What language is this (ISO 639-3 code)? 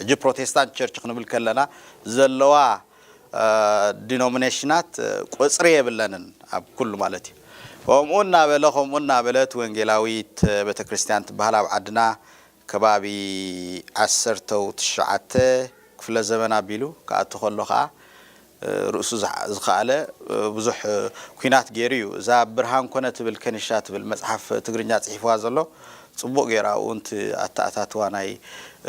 tir